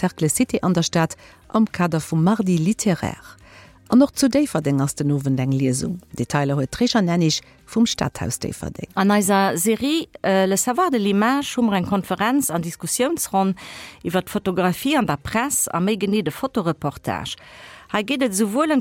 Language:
Luxembourgish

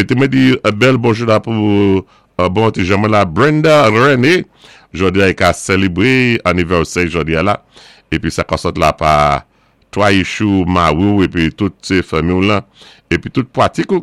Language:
Saint Lucian Creole French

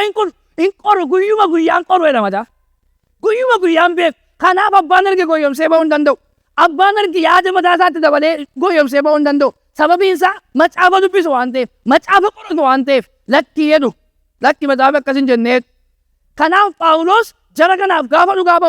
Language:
Oromo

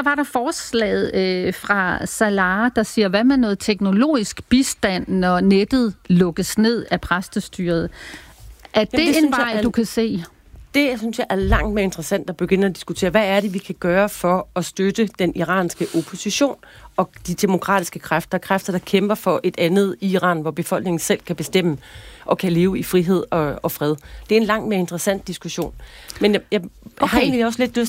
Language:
Danish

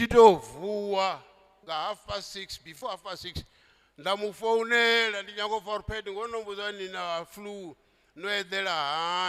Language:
Venda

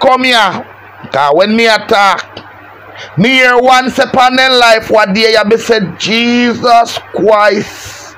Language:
Jamaican Creole English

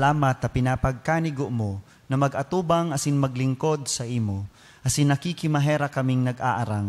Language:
Bikol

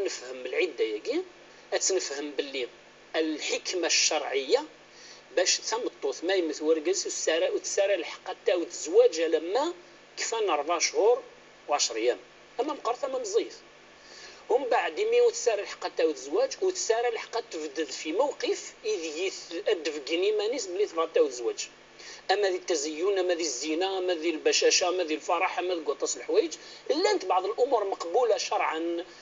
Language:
Kabyle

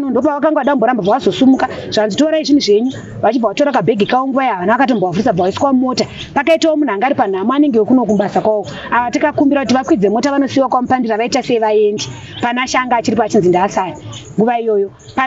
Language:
Shona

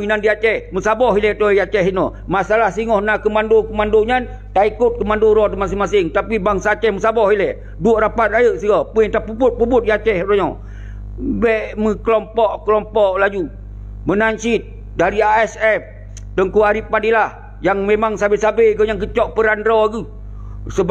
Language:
Achinese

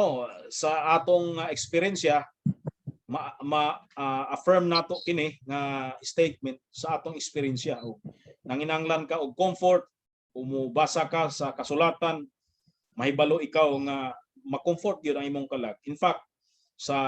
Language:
Cebuano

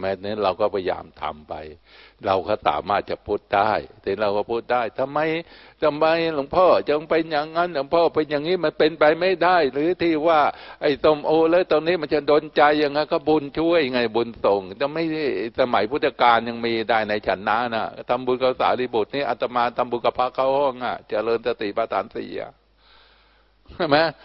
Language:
Thai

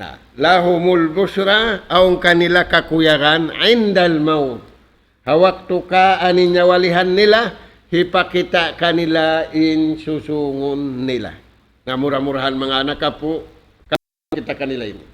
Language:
Tausug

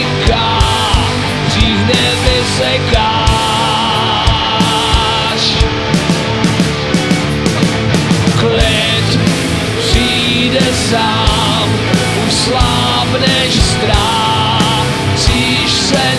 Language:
Czech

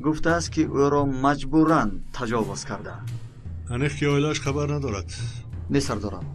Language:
Tajik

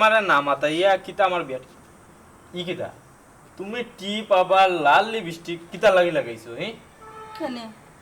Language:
Sylheti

